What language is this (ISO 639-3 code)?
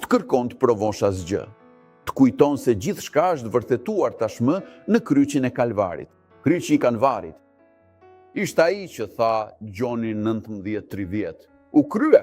sqi